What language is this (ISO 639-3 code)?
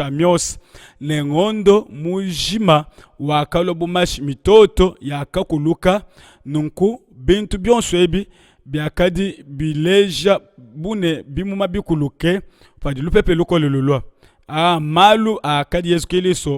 lua